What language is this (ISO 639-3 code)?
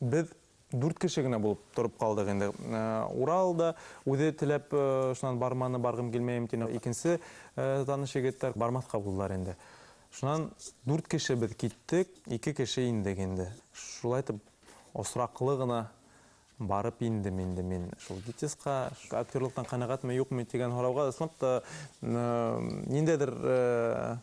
bak